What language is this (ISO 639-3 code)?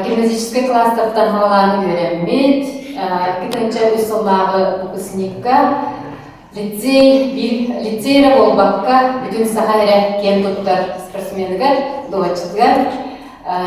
sah